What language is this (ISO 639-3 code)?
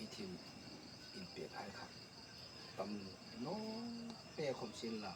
hmr